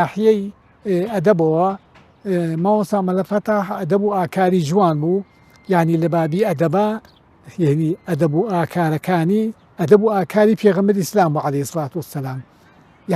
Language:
Central Kurdish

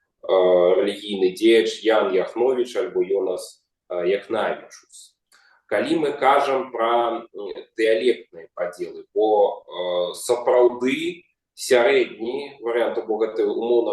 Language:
Belarusian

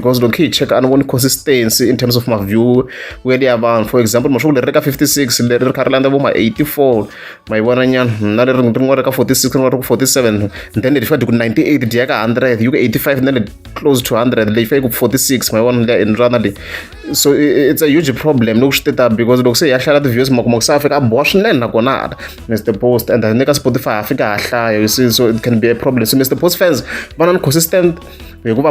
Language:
Tsonga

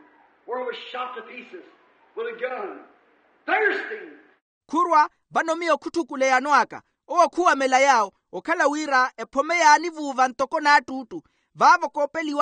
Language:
Makhuwa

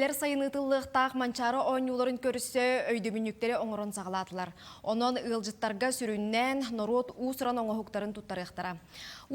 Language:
Yakut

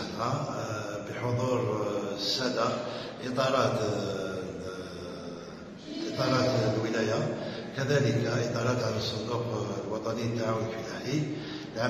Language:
Algerian Arabic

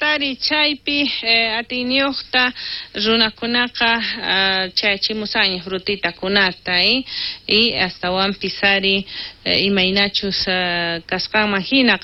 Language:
South Bolivian Quechua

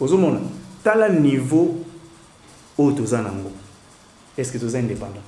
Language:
Lingala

